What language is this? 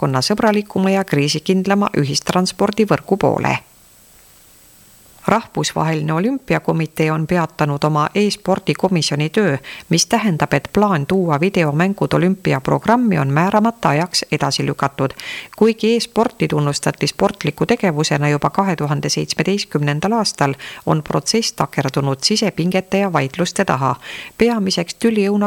Estonian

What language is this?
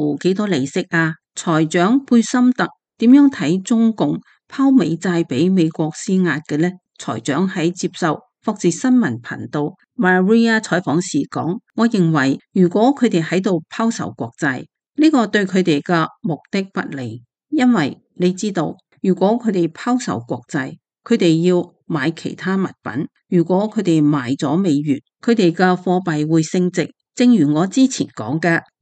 Cantonese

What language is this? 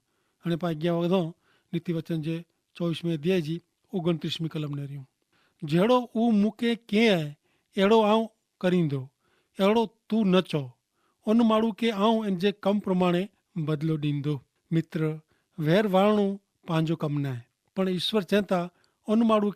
Kachhi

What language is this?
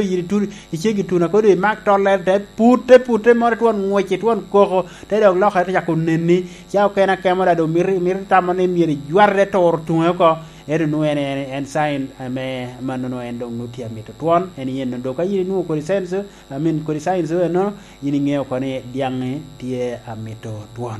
Lango (Uganda)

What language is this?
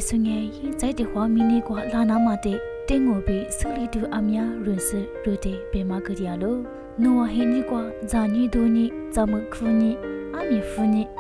Lisu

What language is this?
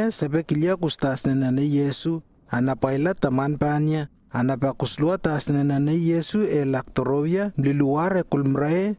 Lewo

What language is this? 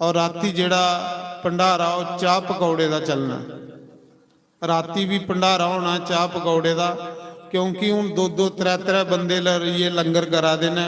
Dogri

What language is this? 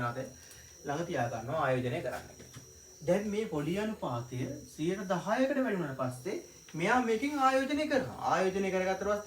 Sinhala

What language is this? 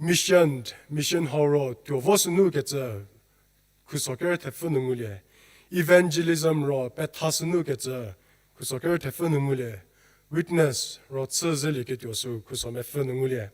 Angami Naga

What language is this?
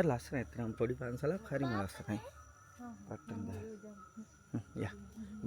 Sinhala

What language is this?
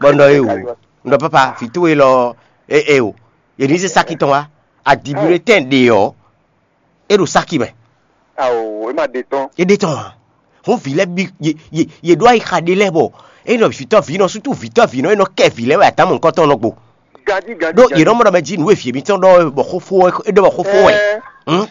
Fon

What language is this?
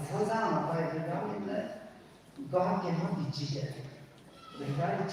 Tangkhul Naga (India)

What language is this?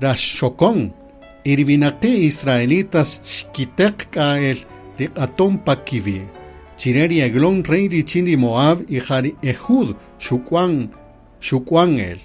Kaqchikel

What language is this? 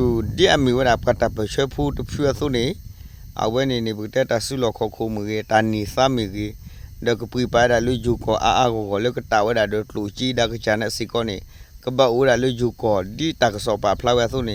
S'gaw Karen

